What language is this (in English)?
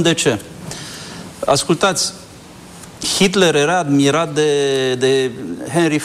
Romanian